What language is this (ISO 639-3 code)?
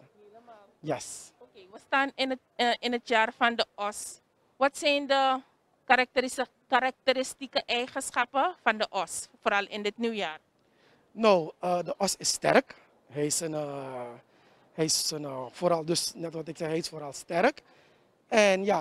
nld